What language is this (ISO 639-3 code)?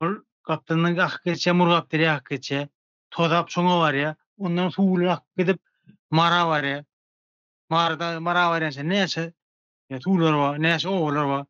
tuk